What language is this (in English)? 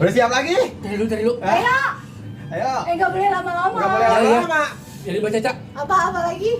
Betawi